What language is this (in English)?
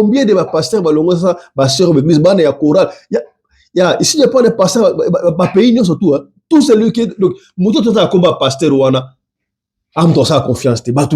Lingala